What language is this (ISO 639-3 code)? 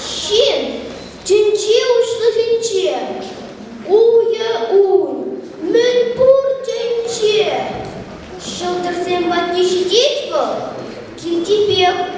chv